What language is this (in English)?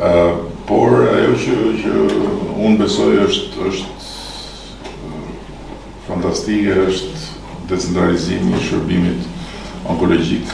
Albanian